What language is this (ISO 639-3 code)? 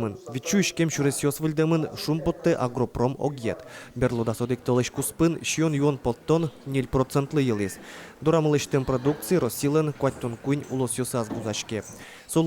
udm